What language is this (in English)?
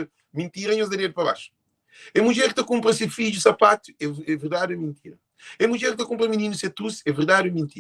Kabuverdianu